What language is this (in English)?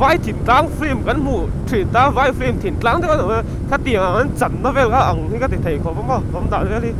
Mizo